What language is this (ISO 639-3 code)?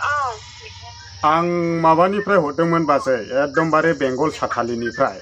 brx